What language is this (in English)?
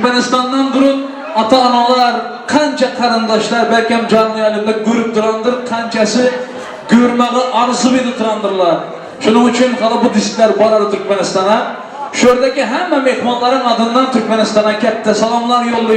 Turkmen